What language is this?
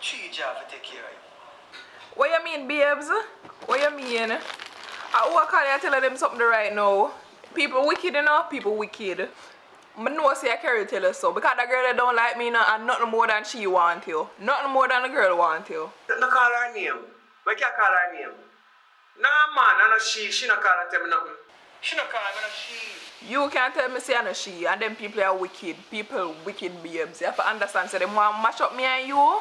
Jamaican Creole English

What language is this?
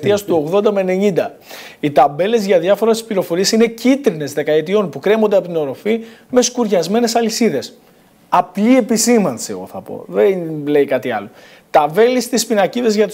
Greek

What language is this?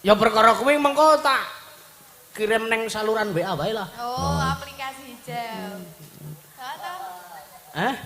Javanese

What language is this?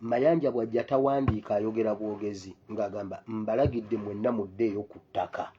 Ganda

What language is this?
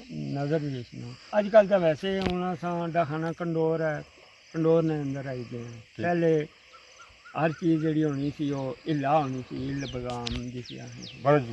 Pahari-Potwari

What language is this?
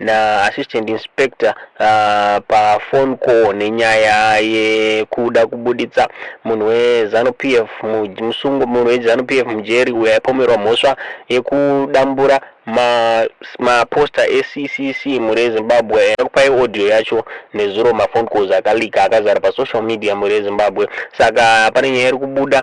Shona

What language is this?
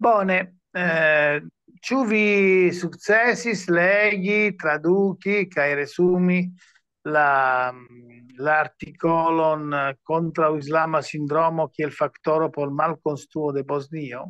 Esperanto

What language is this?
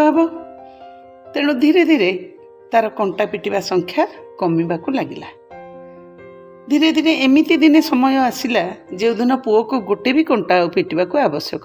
Odia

